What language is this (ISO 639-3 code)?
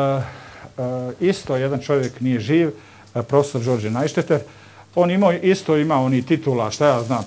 bos